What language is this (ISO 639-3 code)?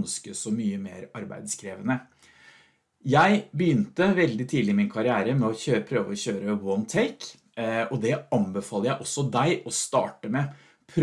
nor